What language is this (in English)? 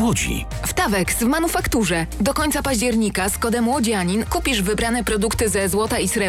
Polish